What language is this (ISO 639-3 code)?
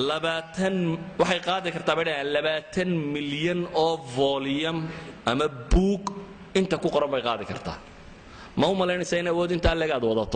som